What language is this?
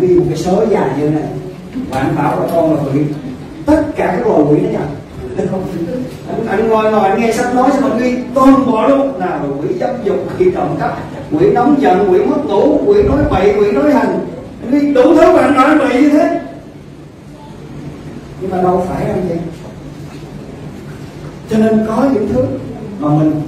Vietnamese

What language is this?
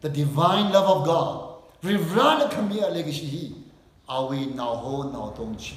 Tangkhul Naga (India)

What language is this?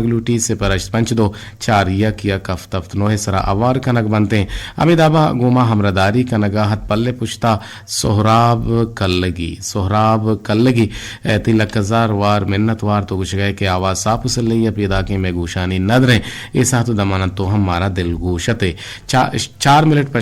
Eastern Balochi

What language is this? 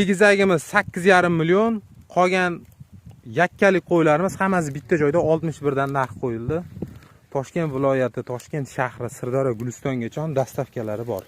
Uzbek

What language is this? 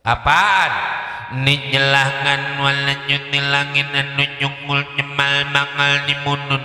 Betawi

